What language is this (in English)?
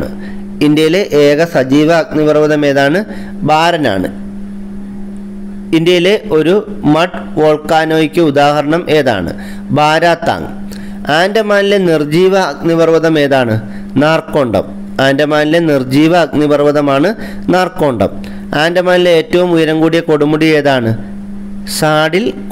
Malayalam